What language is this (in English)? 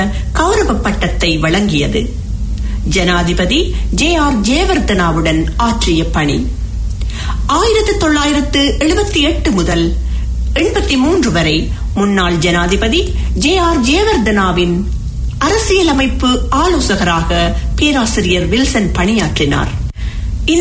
Tamil